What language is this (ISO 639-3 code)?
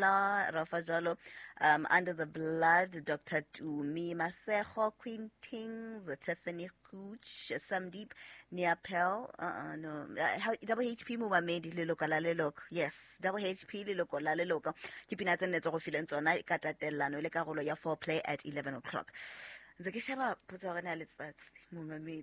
sot